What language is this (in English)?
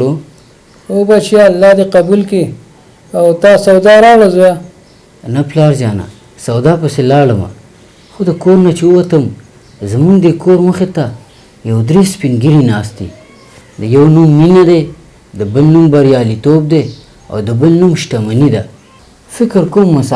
Pashto